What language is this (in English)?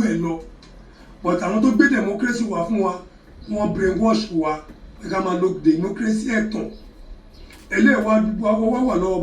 Yoruba